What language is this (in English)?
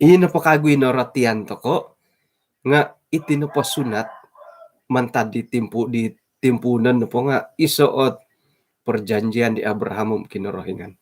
Central Dusun